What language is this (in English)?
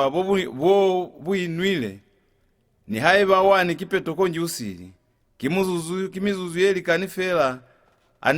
Lozi